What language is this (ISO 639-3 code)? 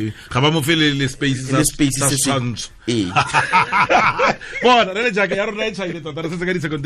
tsn